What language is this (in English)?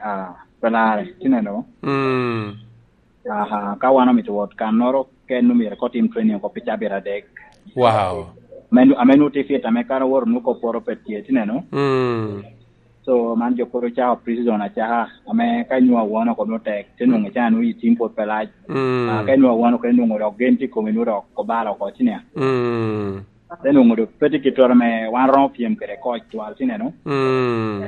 Lango (Uganda)